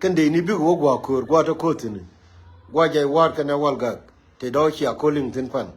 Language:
Nuer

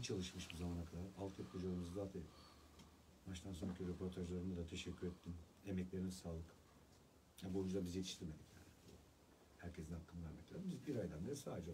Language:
Turkish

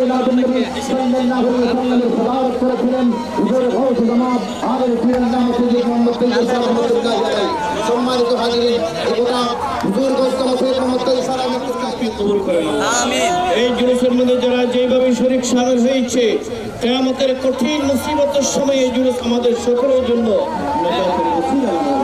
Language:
Bangla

